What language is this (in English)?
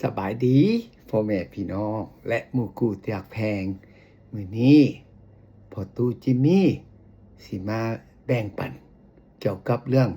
Lao